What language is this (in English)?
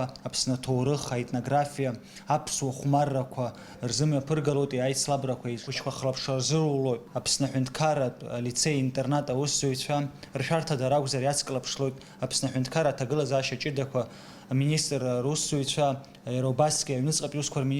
Abkhazian